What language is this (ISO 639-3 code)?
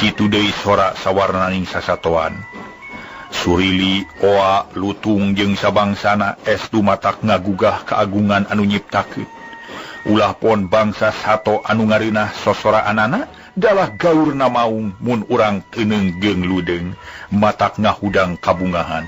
sun